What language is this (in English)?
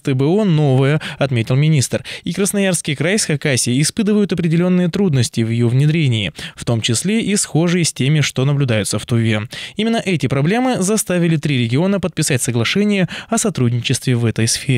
Russian